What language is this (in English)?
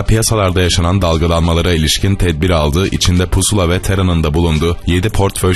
Turkish